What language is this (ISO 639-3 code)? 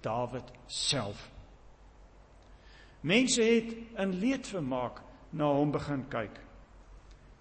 afr